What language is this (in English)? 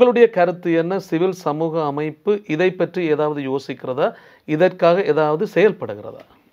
Tamil